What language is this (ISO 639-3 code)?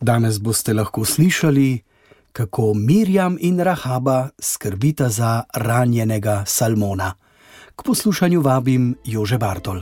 slv